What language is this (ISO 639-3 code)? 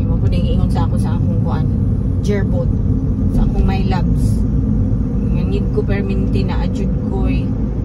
ceb